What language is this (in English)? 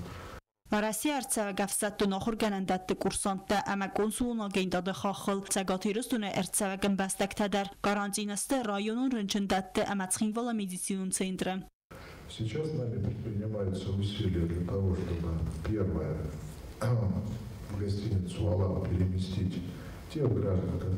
Ossetic